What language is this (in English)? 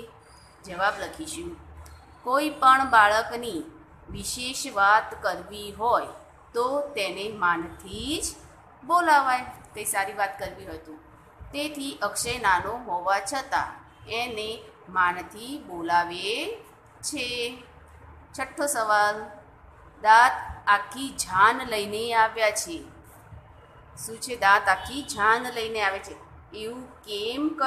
Gujarati